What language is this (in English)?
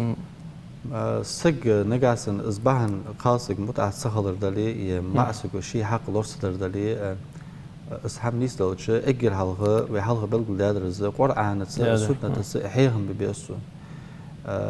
Ingush